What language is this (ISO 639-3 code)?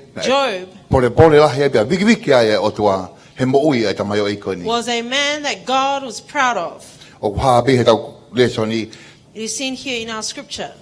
ton